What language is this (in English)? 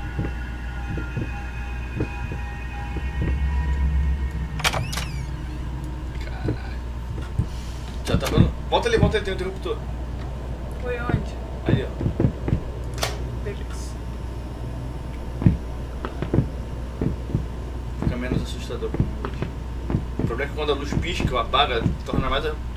Portuguese